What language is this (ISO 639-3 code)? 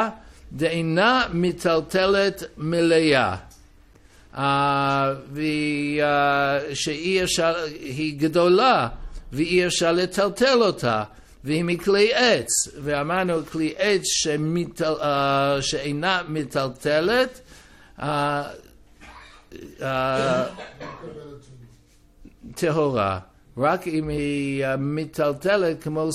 heb